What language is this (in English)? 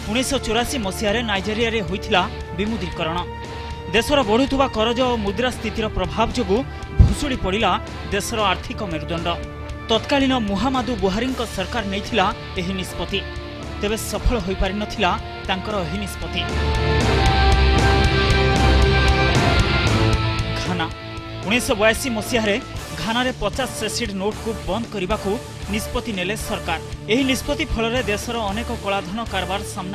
Odia